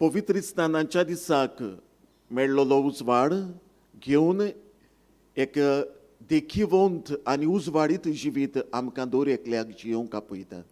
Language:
Konkani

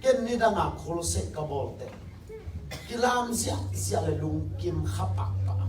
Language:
Tedim Chin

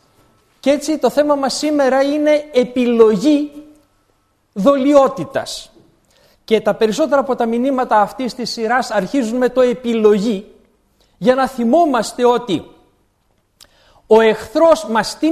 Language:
Greek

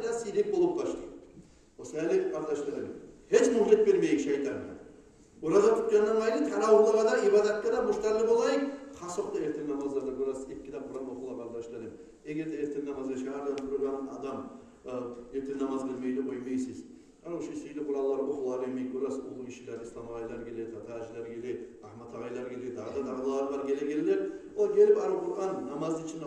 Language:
Kumyk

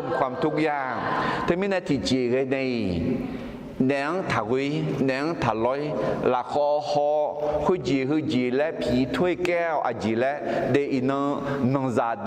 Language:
Akha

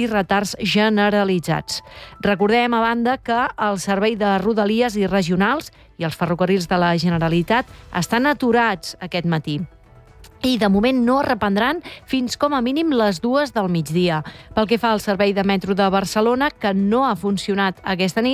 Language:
Catalan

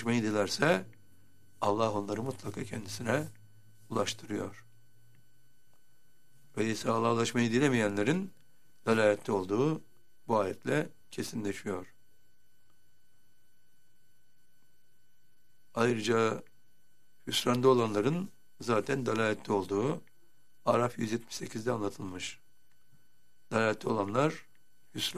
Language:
Turkish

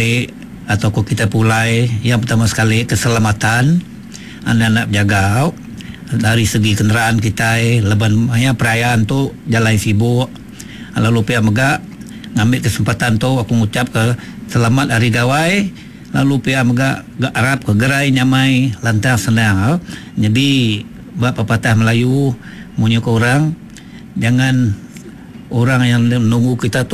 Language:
Iban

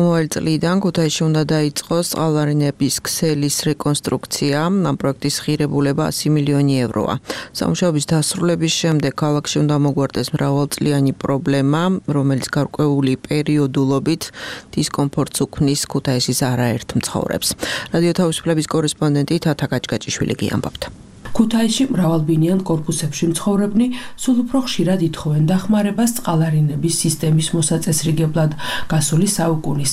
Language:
Georgian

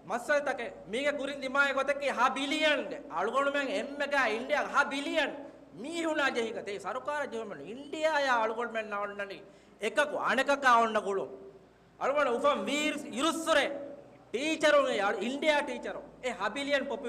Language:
Divehi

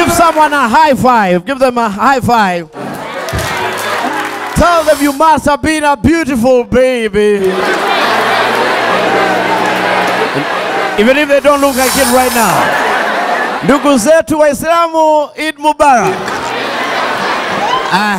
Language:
Swahili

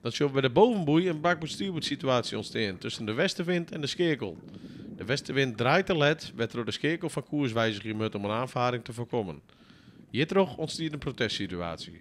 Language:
Western Frisian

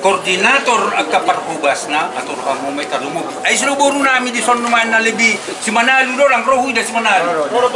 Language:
Batak Toba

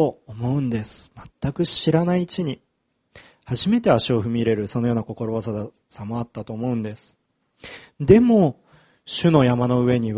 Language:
Japanese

